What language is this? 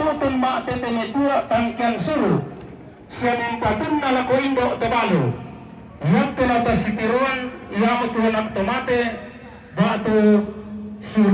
Toraja-Sa'dan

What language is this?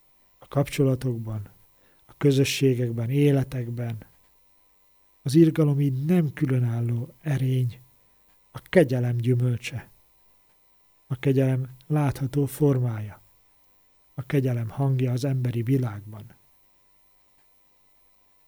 Hungarian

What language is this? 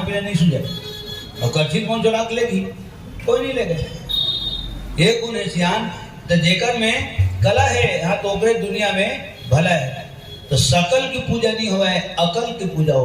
Chhattisgarhi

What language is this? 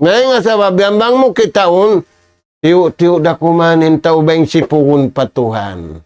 Tausug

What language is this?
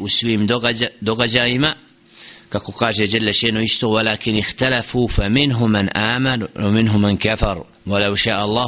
Bosnian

